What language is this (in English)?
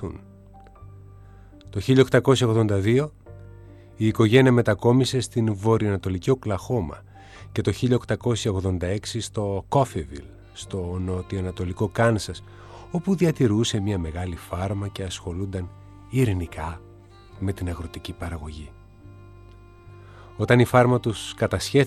Greek